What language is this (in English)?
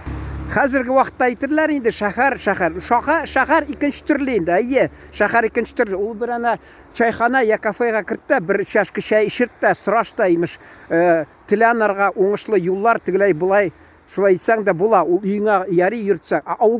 Tatar